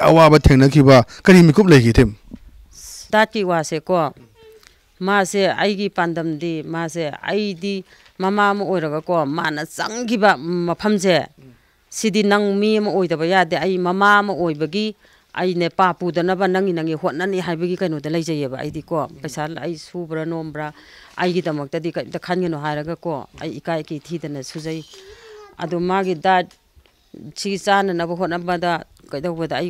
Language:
Manipuri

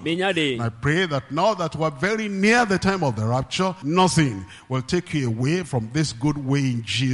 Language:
Ewe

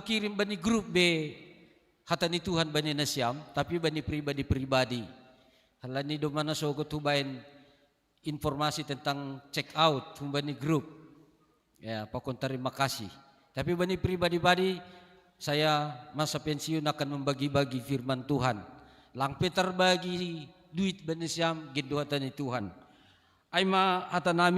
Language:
Batak Simalungun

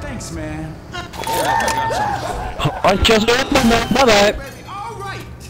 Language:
Faroese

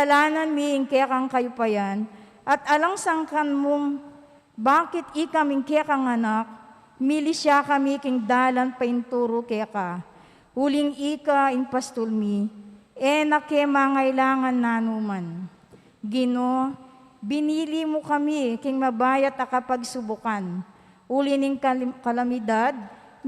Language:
Pampanga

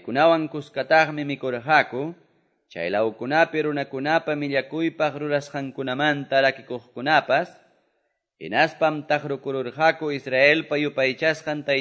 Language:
Quechua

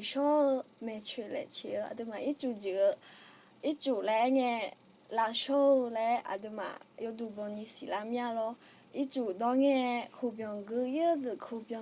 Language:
Akha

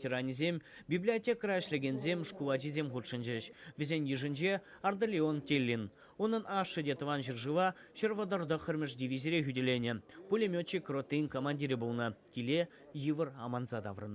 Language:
Chuvash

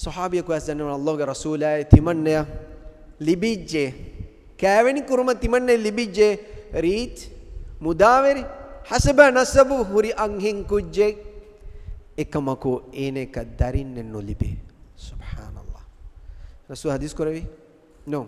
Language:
Divehi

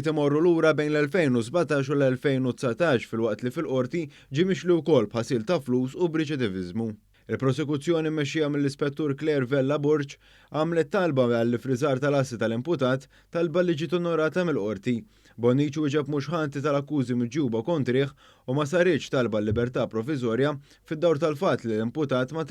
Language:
Maltese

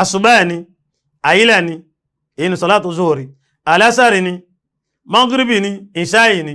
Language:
Yoruba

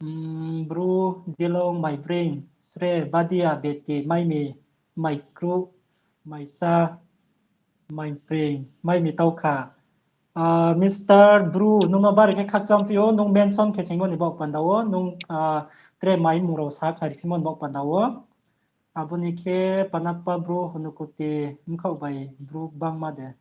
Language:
Riang (India)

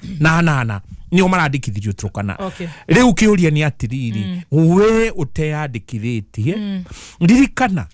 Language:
Kikuyu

